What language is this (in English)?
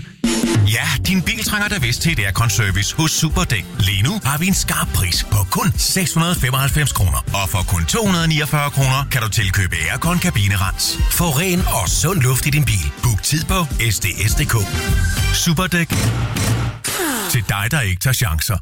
Danish